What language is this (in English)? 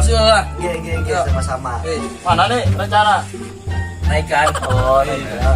Banjar